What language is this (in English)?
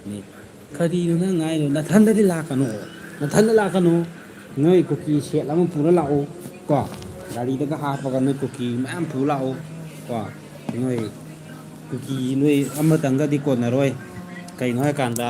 Manipuri